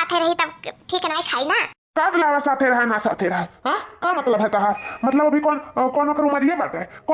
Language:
Awadhi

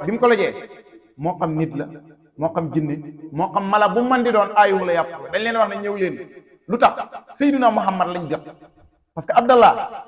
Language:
Wolof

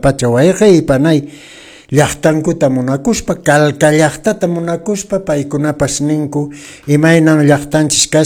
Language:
Quechua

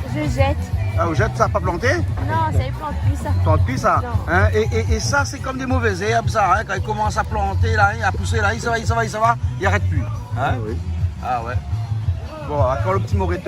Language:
Réunion Creole French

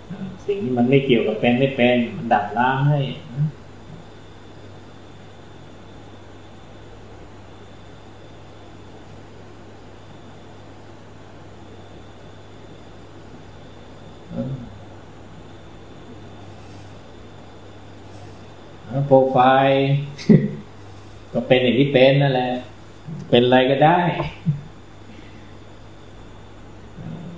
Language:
Thai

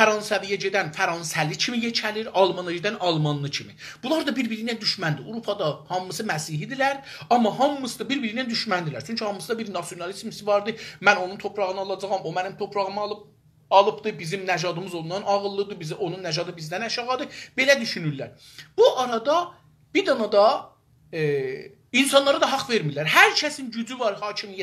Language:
South Azerbaijani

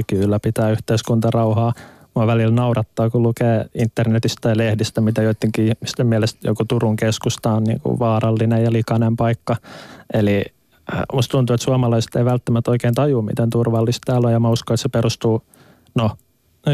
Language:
Finnish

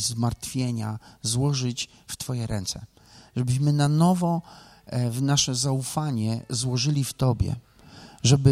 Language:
Polish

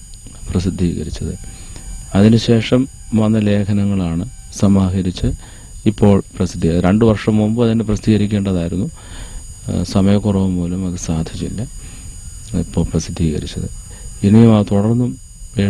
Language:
Malayalam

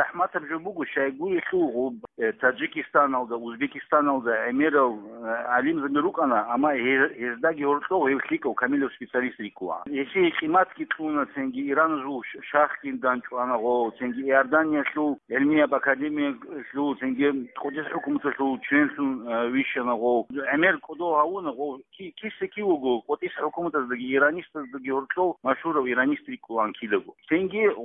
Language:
Avaric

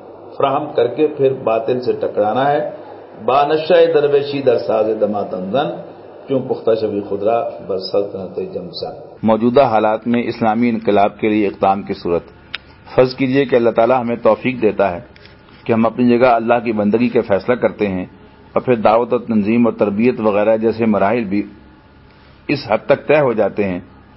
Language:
Urdu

